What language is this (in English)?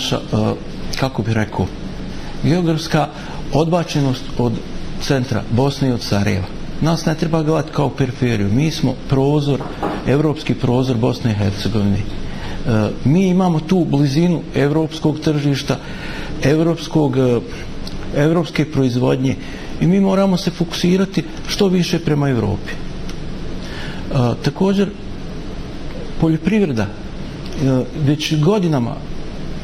Bosnian